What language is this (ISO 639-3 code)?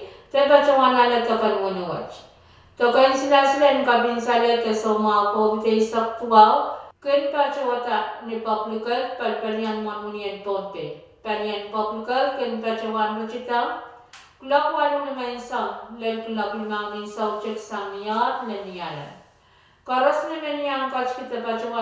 pon